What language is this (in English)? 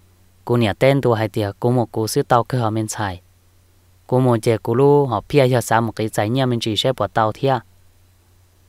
Vietnamese